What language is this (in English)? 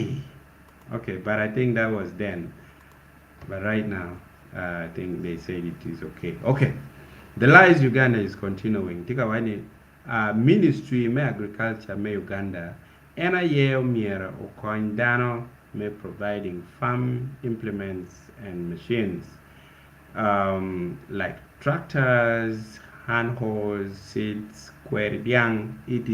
Acoli